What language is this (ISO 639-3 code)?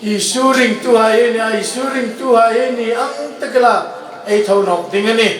hmr